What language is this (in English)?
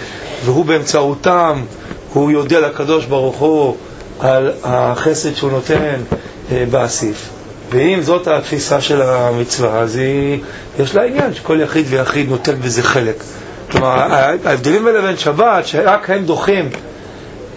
Hebrew